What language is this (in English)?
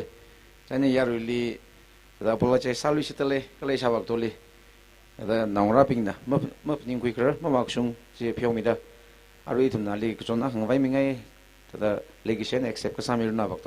Tangkhul Naga (India)